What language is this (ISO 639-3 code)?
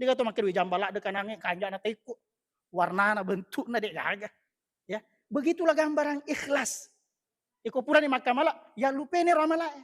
bug